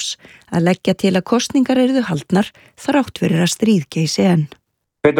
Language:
Icelandic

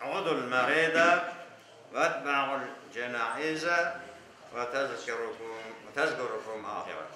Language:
Crimean Tatar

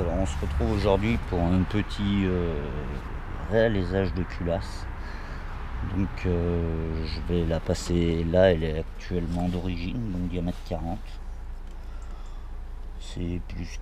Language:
French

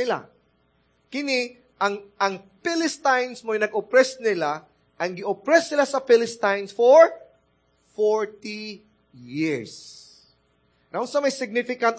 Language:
Cebuano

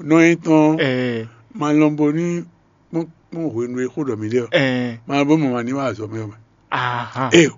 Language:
Fon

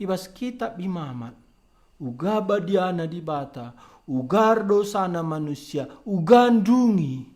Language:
Batak Karo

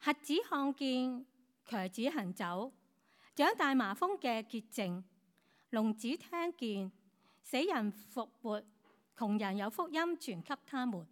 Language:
Cantonese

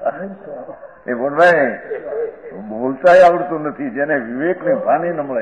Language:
Gujarati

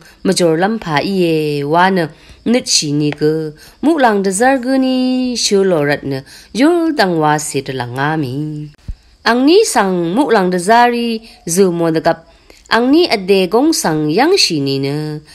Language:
Rawang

